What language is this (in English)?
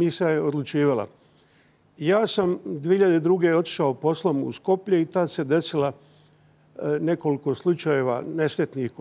Bosnian